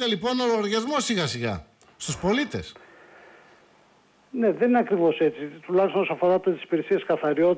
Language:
Greek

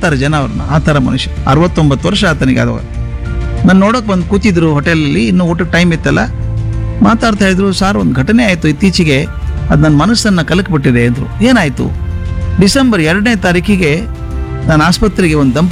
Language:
Kannada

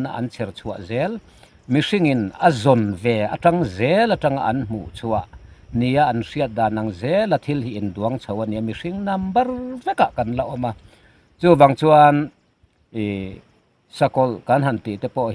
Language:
Mizo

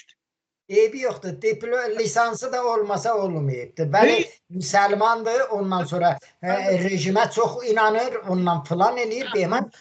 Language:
Azerbaijani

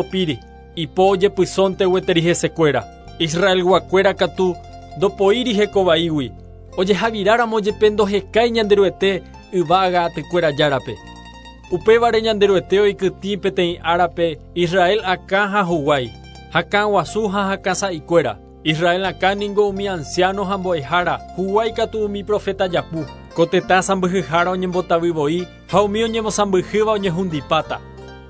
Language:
Guarani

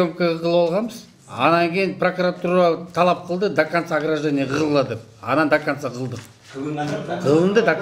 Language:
Kyrgyz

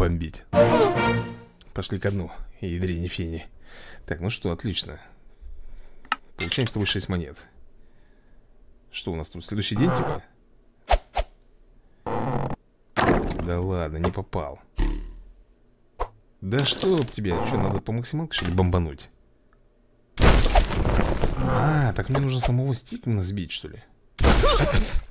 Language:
Russian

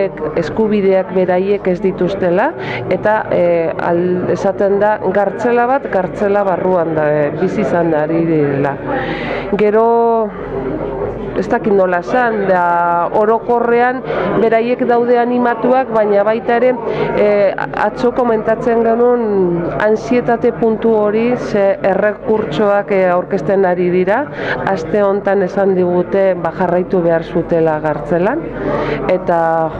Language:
Basque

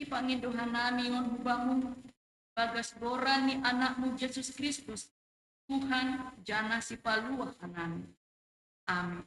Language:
Batak Simalungun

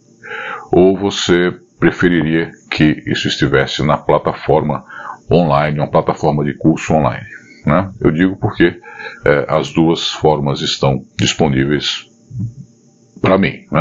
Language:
Portuguese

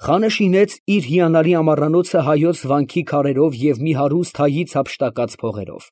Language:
Armenian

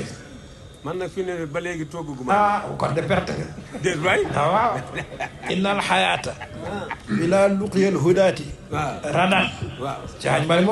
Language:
Wolof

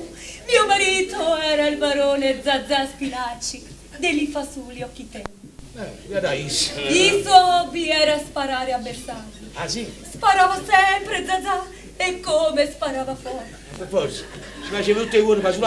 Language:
Neapolitan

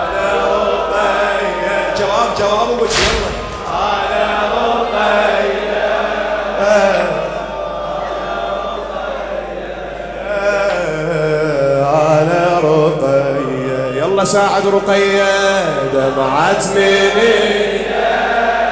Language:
Mesopotamian Arabic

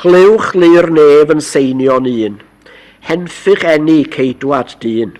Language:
Welsh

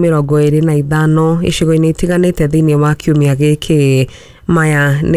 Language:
Kikuyu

